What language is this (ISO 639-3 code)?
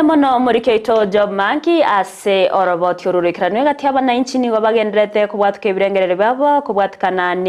guz